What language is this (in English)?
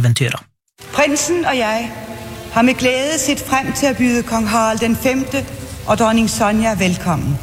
Norwegian